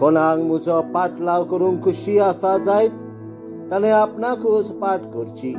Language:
Konkani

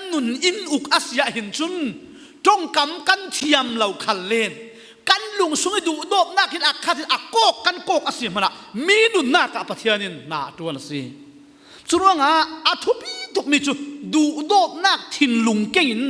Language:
Falam Chin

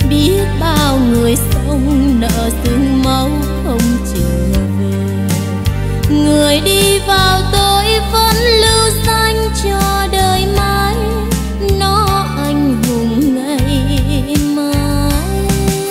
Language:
Vietnamese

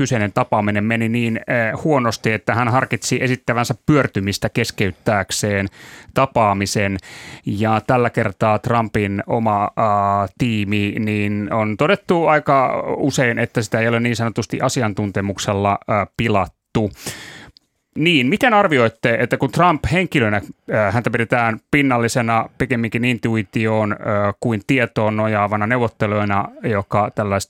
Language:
Finnish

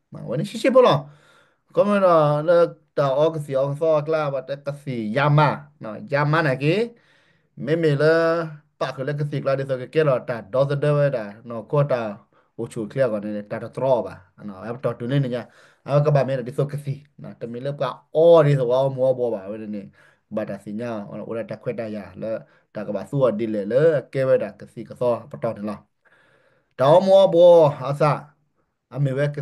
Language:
S'gaw Karen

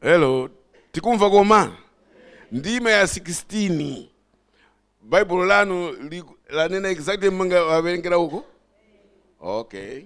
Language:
Nyanja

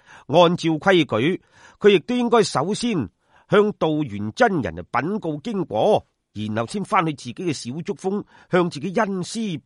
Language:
Cantonese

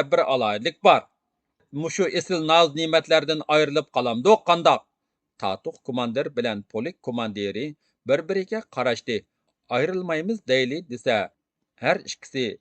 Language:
Uyghur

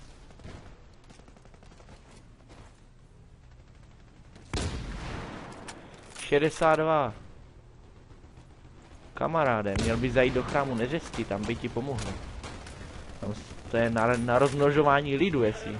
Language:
Czech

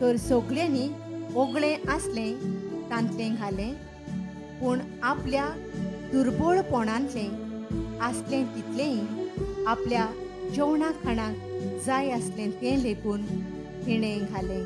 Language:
Konkani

